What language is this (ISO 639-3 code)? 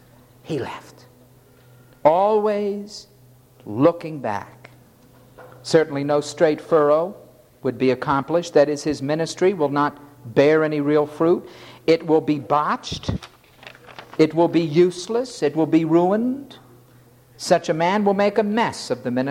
eng